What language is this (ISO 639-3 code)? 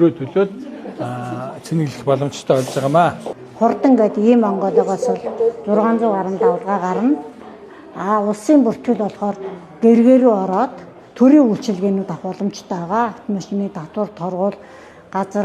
mon